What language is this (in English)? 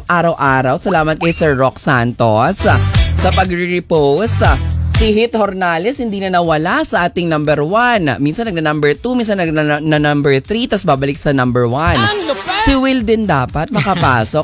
Filipino